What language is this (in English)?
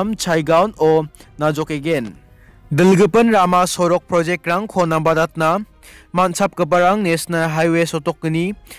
Garo